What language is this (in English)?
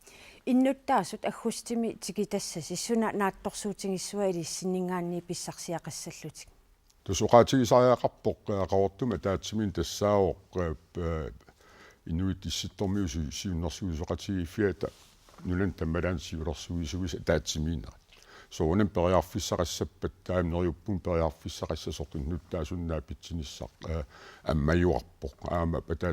Kalaallisut